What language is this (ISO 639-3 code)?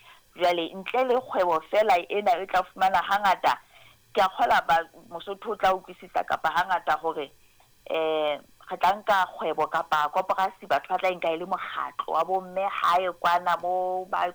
sot